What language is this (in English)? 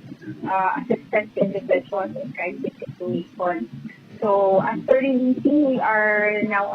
Hiligaynon